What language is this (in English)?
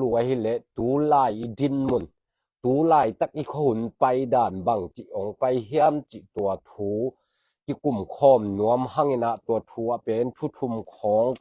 Tedim Chin